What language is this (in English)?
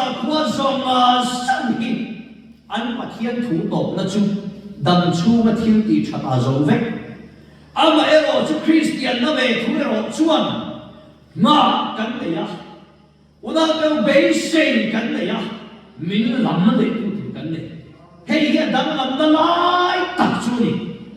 Mizo